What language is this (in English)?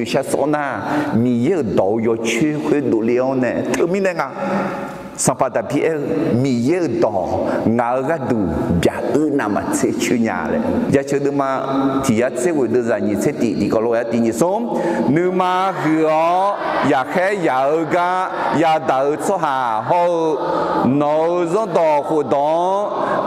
Akha